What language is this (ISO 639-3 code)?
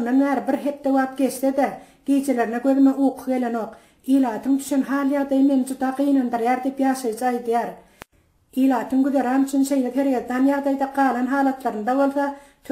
tuk